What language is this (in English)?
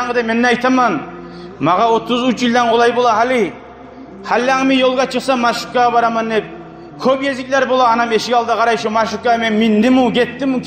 Kumyk